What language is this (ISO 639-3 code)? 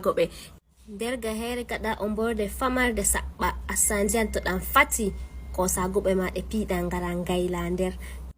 ful